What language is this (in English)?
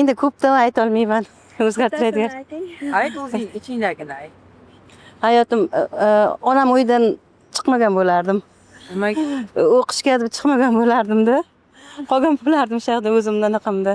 Uzbek